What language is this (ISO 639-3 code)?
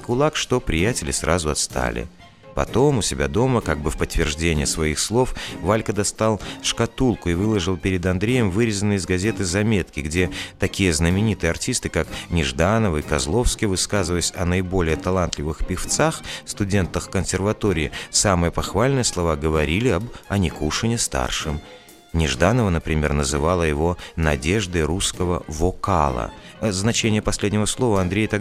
rus